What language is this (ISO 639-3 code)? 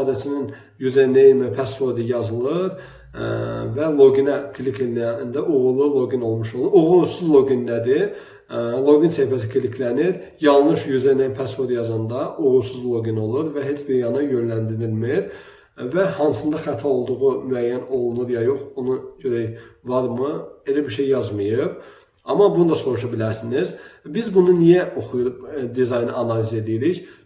aze